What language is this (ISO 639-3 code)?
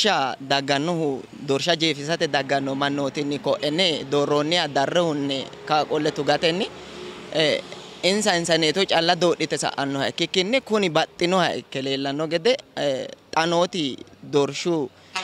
sid